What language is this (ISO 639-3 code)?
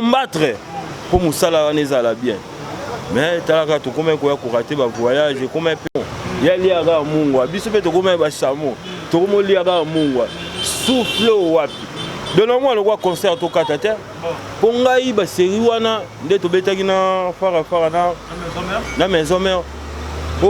lin